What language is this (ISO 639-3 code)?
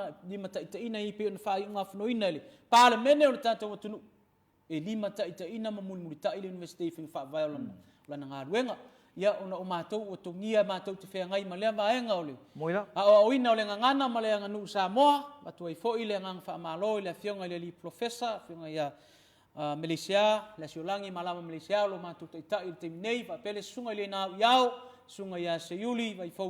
smo